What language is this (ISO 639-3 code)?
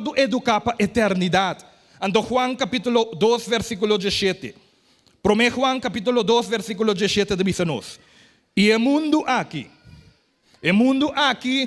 pap